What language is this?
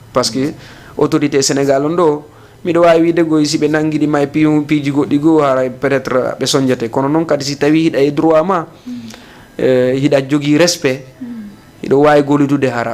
Fula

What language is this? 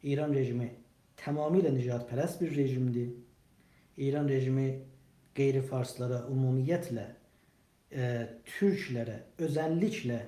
South Azerbaijani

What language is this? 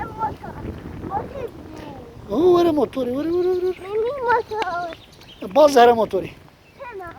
Kurdish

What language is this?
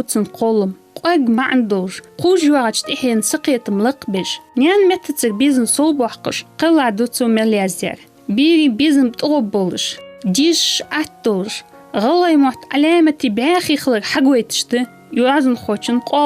Ingush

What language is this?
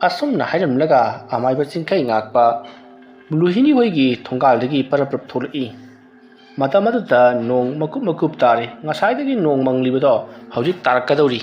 Manipuri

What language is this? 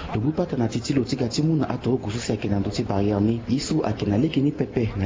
Sango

